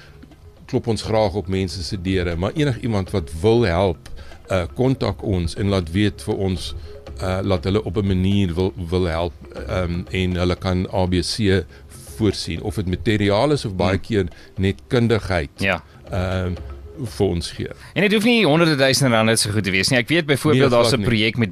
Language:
Afrikaans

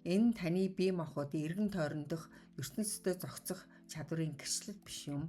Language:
Mongolian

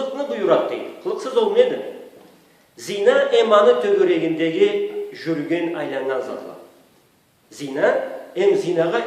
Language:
Karachay-Balkar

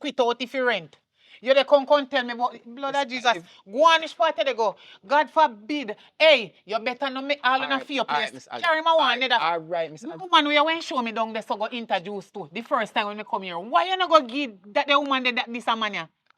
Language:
Jamaican Creole English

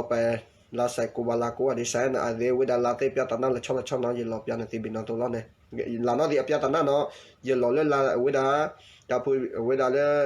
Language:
S'gaw Karen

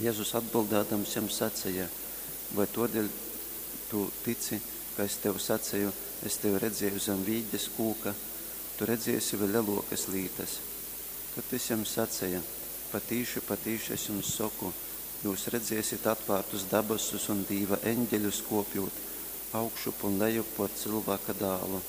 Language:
Latgalian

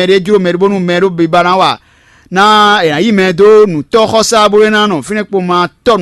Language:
Fon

